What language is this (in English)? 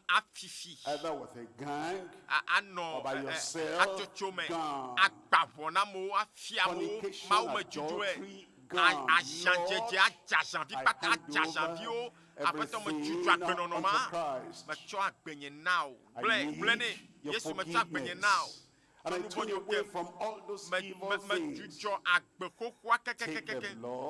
Ewe